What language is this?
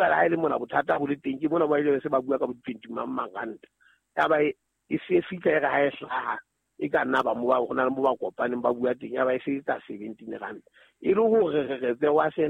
Southern Sotho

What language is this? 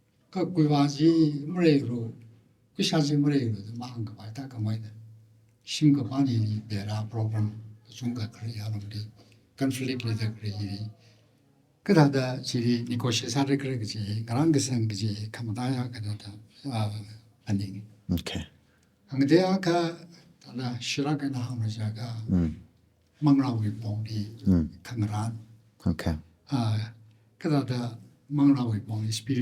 Tangkhul Naga (India)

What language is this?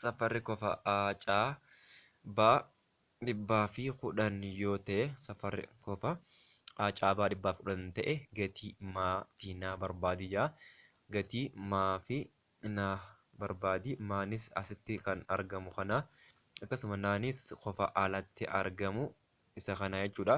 Oromo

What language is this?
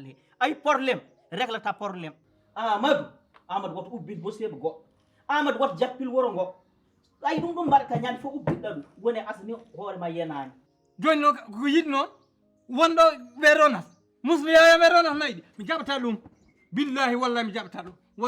Fula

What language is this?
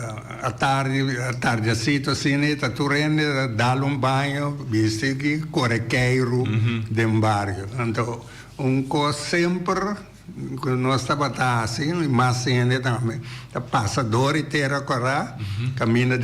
Papiamento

